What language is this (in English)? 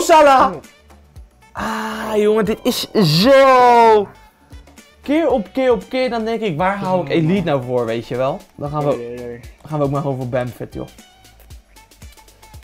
Dutch